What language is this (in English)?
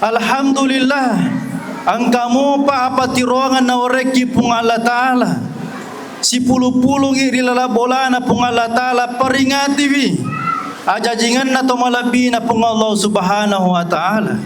Buginese